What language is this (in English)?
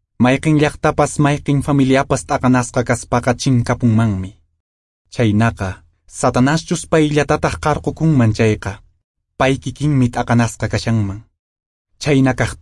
Quechua